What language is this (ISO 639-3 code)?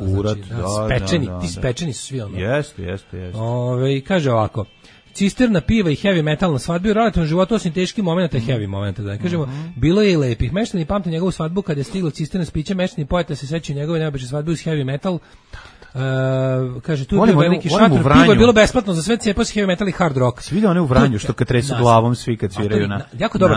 srp